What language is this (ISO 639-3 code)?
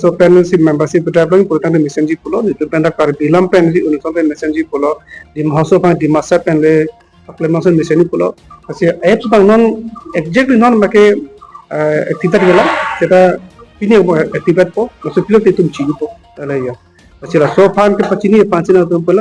mjw